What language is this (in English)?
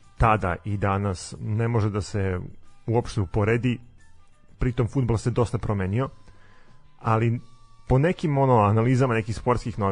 Serbian